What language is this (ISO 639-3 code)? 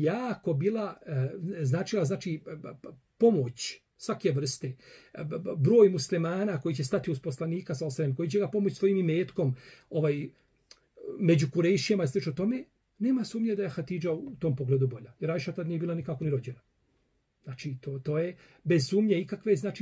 bos